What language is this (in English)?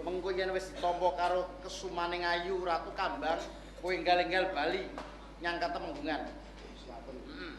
Javanese